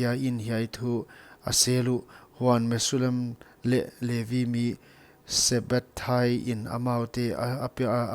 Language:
Paite Chin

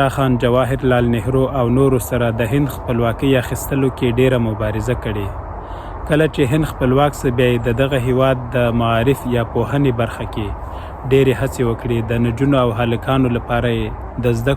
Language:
Pashto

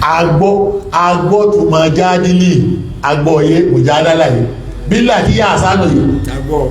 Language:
Yoruba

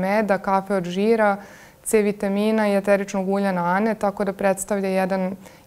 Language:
Serbian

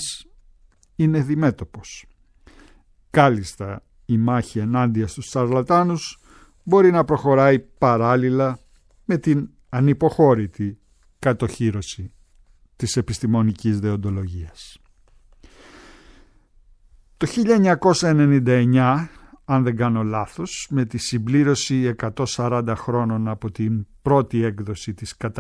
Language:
Greek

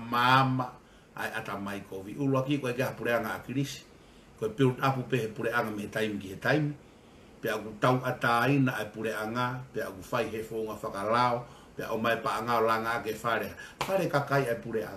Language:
Tongan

